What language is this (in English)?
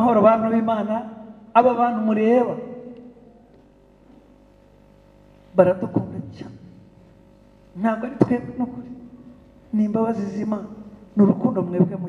Kinyarwanda